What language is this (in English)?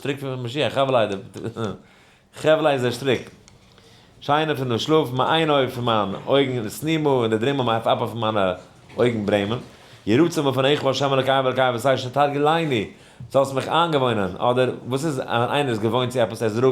Yiddish